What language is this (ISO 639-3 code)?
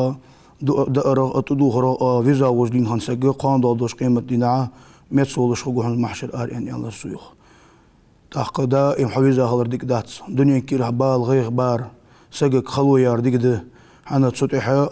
inh